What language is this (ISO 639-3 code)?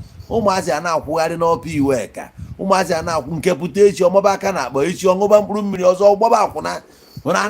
ibo